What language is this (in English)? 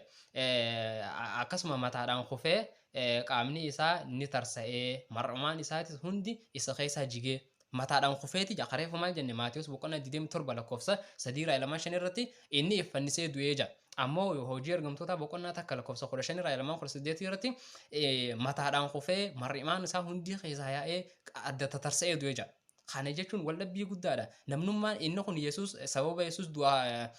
Oromo